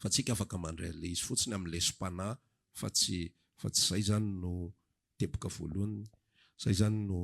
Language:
Malagasy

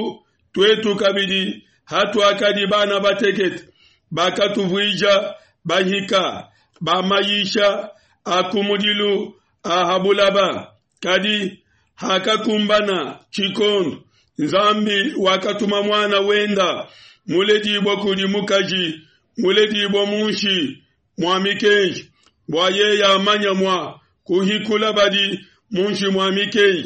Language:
Luba-Lulua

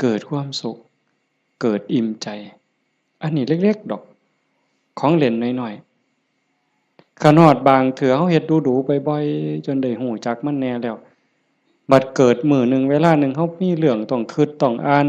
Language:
Northeastern Thai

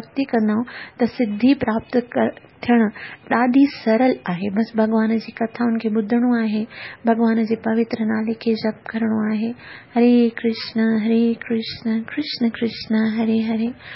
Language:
Sindhi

